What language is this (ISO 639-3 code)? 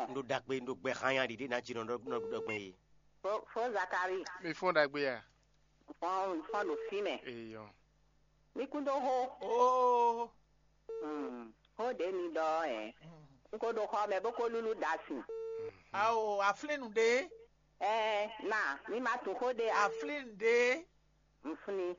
fon